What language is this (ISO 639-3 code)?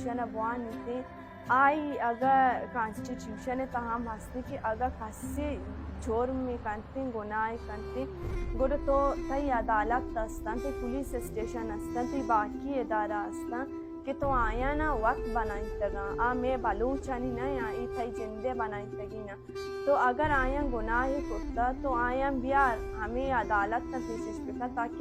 bal